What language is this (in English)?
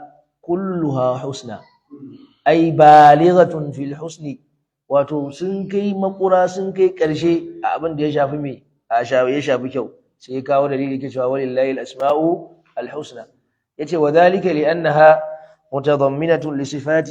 Hausa